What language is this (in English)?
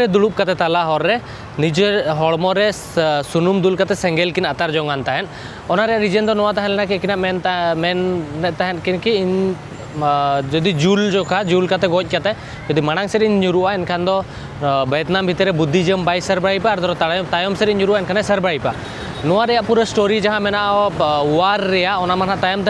Santali